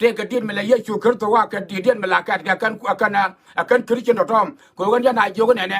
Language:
Nuer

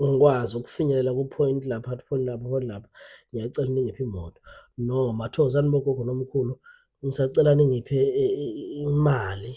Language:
Zulu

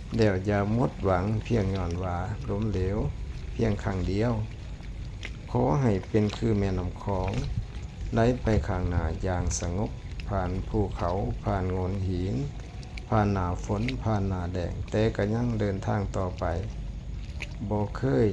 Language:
Lao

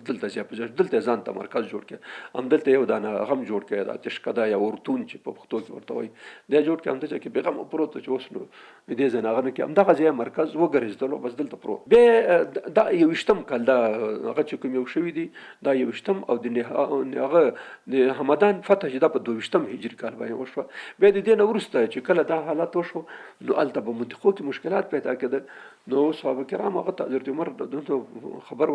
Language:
Pashto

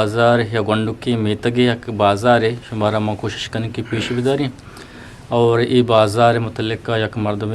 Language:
Eastern Balochi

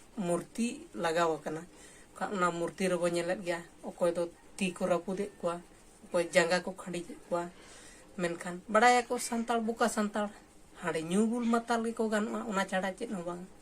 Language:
Santali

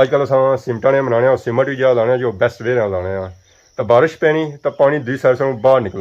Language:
Pahari-Potwari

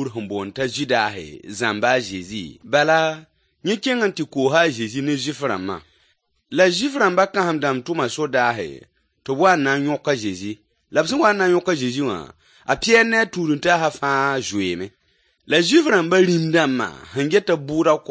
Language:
Mossi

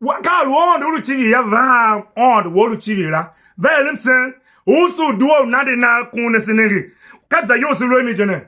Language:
Tiv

